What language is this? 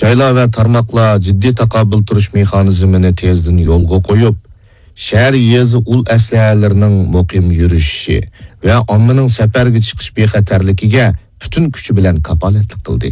Uyghur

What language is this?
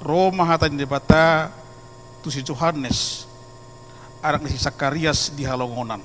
Batak Toba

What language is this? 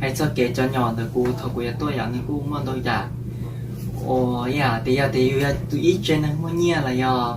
Hmong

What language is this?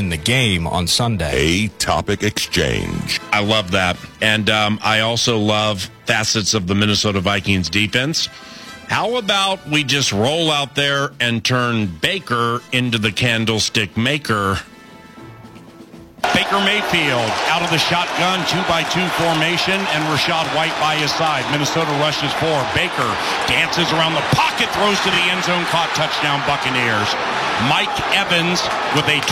English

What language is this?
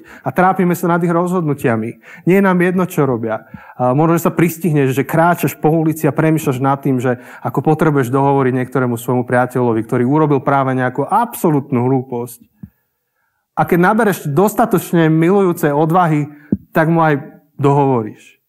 Slovak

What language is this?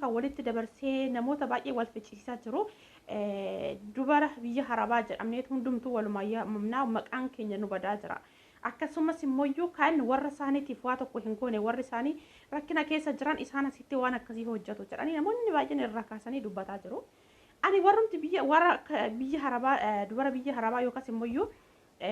Oromo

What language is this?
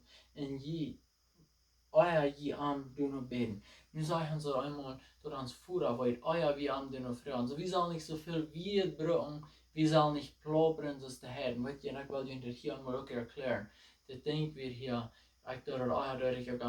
Plautdietsch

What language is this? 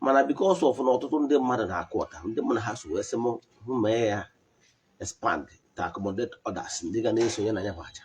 Igbo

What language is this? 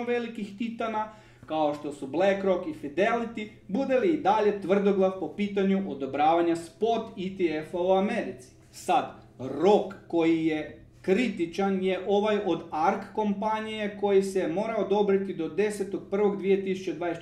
Croatian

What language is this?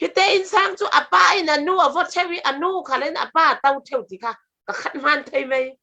Falam Chin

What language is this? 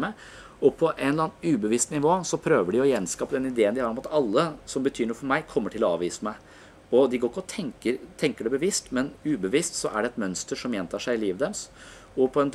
Norwegian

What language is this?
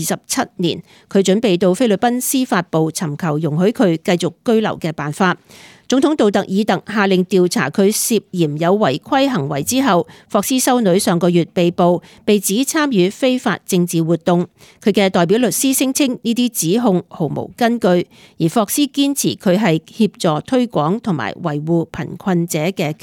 Cantonese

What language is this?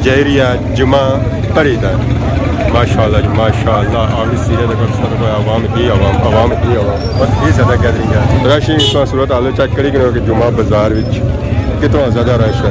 Pahari-Potwari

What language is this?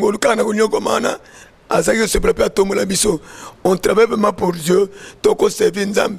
Lingala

